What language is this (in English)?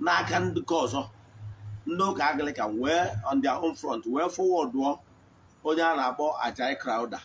Igbo